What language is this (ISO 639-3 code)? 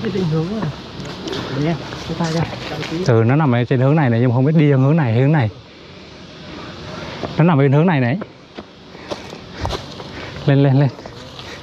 vie